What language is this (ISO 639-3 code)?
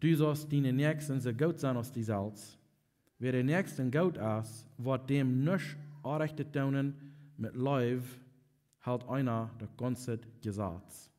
pdt